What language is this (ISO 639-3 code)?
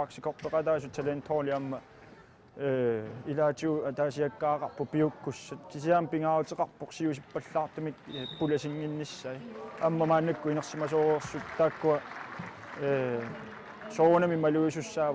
kal